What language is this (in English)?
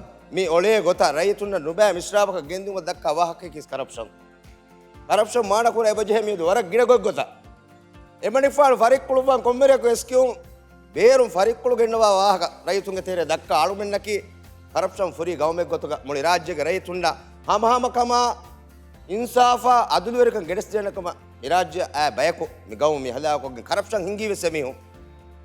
Divehi